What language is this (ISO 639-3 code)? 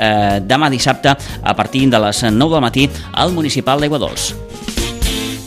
cat